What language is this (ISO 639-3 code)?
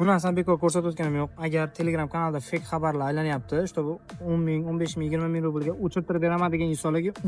uzb